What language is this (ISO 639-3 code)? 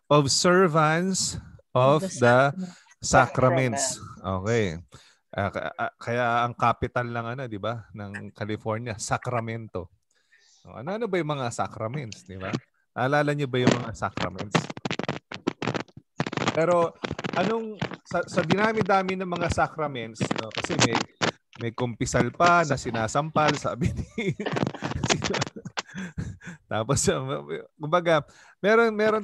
fil